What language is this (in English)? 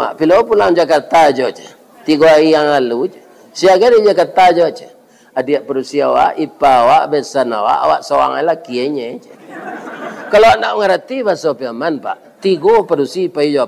Minangkabau